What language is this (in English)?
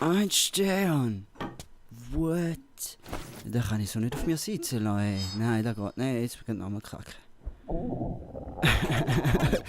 Swiss German